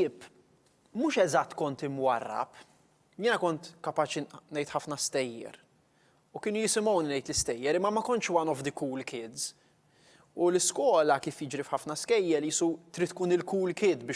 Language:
Maltese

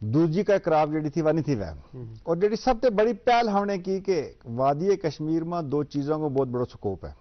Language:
Gujari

